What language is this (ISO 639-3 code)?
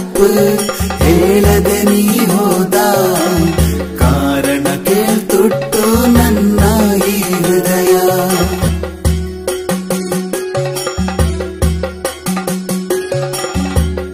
kan